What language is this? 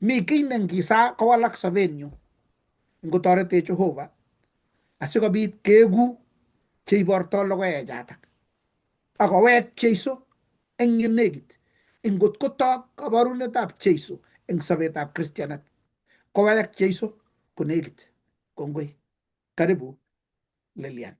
Kalenjin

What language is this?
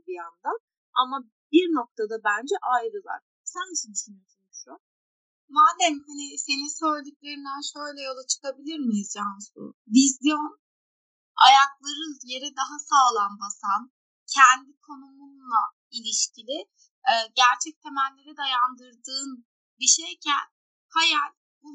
Turkish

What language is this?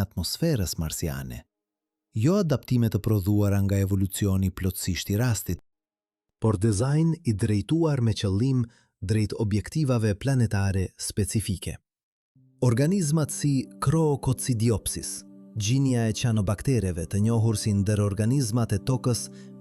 Albanian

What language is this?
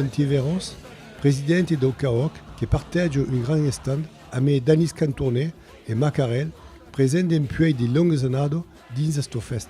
Occitan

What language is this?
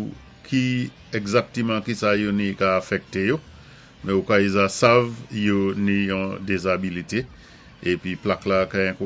Saint Lucian Creole French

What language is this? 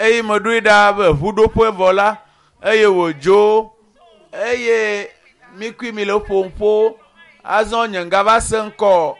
Ewe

